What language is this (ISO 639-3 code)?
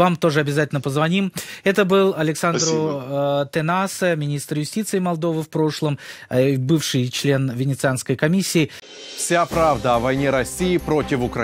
rus